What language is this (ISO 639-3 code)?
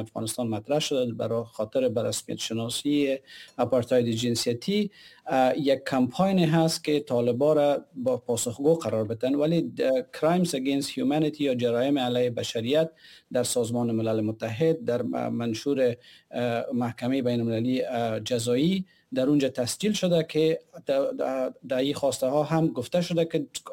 fas